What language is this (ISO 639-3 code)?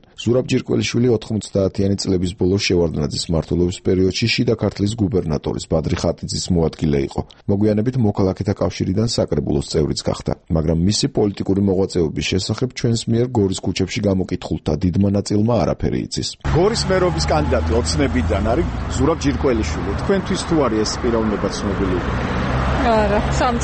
kat